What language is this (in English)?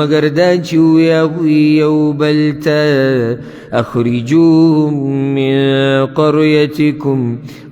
Pashto